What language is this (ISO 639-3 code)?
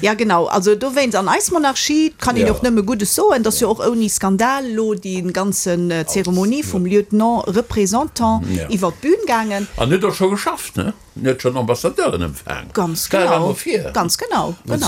ltz